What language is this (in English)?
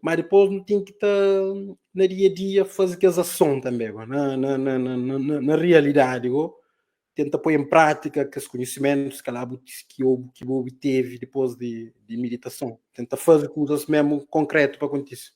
Kabuverdianu